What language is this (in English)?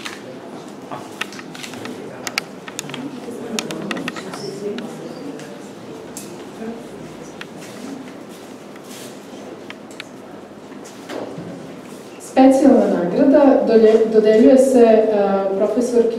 Serbian